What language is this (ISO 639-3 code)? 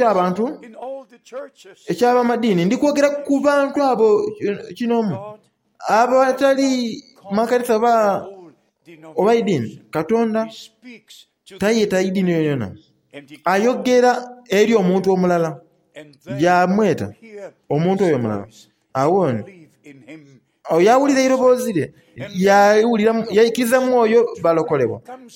xog